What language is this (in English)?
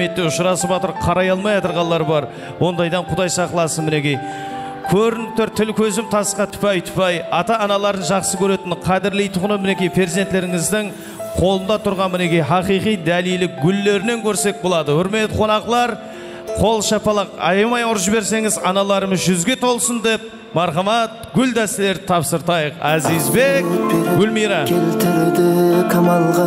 Kara-Kalpak